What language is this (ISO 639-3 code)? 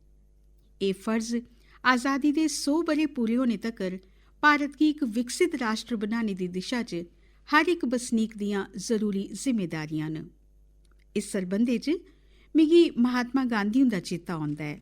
doi